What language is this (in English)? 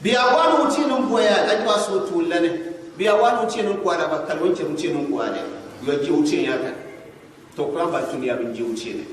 Gourmanchéma